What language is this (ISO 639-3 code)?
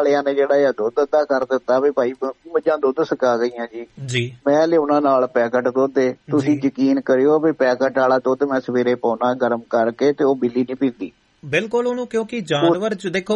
pan